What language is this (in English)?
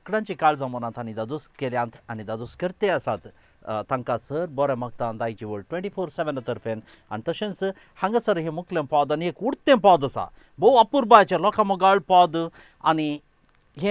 Konkani